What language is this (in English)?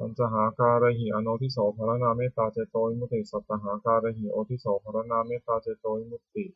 Pali